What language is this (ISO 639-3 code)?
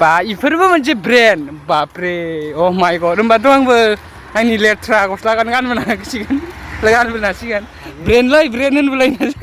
brx